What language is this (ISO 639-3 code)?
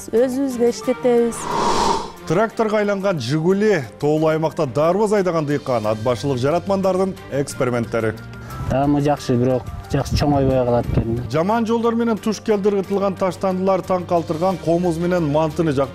kir